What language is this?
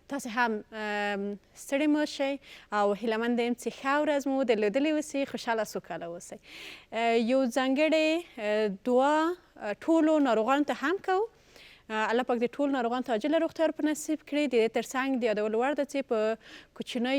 Pashto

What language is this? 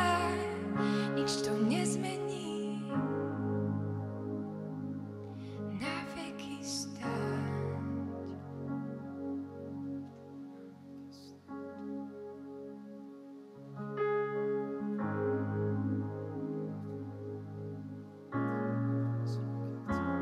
Slovak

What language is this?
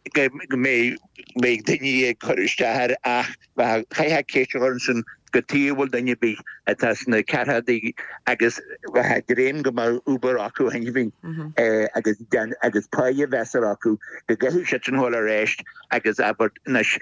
Irish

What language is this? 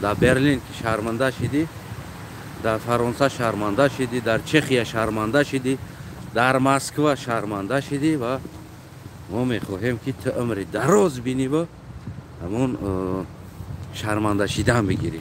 Tajik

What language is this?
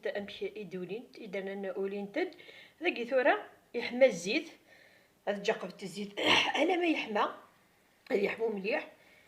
Kabyle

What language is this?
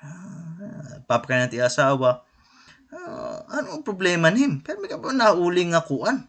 Waray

